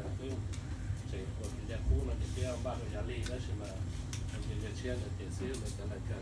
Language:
Hmong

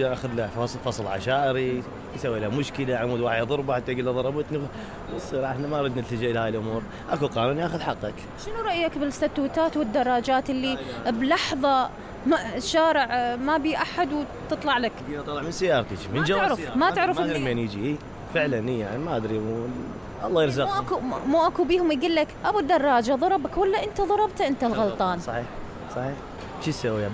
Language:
Mesopotamian Arabic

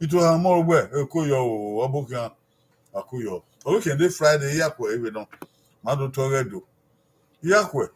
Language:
Bini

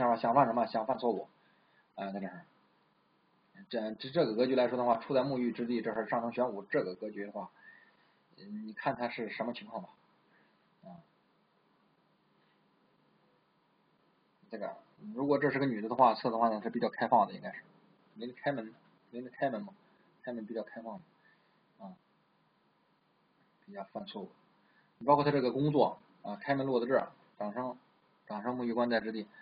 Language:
Chinese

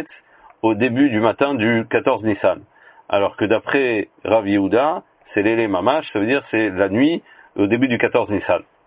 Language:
French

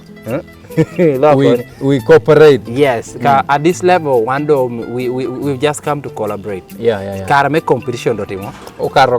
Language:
Lango (Uganda)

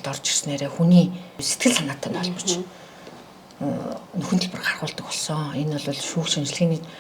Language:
Mongolian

